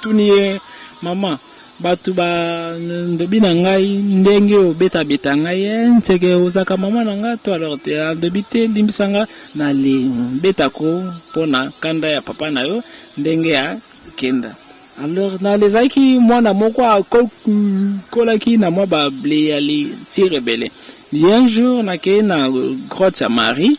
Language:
Lingala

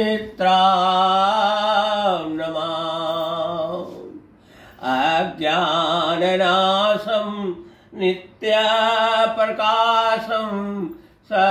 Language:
Sanskrit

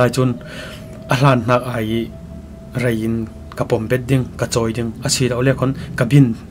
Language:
Falam Chin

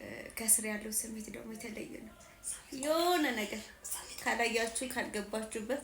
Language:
Amharic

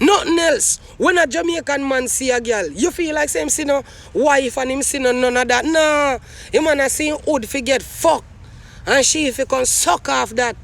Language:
Jamaican Creole English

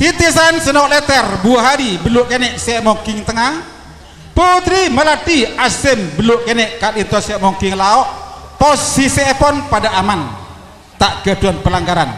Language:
Madurese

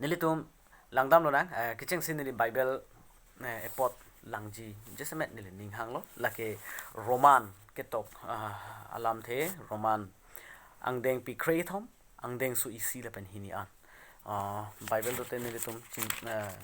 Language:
Karbi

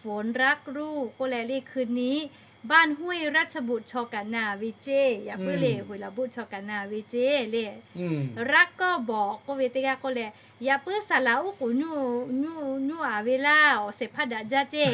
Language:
Lahu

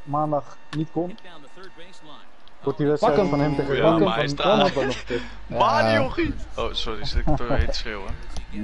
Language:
Dutch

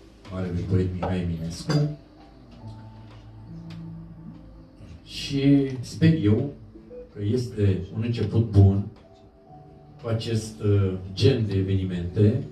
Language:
Romanian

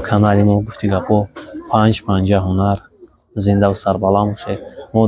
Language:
Tajik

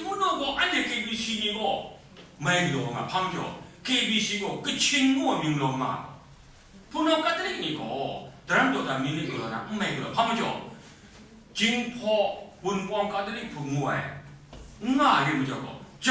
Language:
Kachin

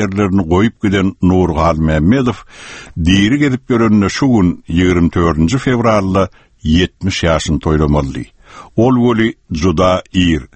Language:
Turkmen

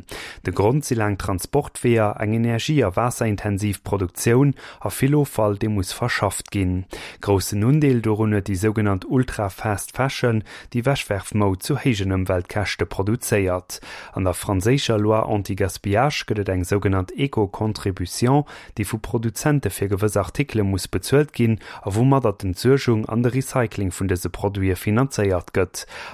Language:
Luxembourgish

